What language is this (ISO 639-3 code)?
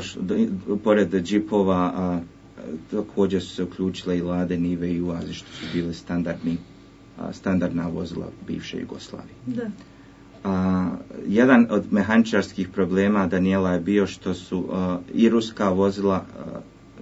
hrv